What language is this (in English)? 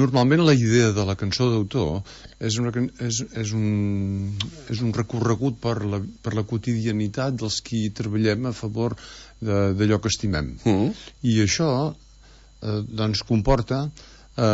Catalan